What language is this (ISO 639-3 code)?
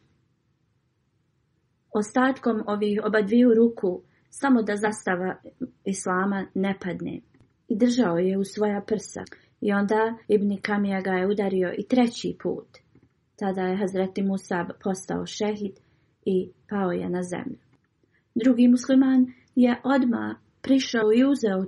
bos